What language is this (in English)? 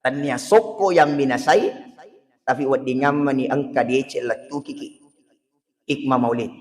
Buginese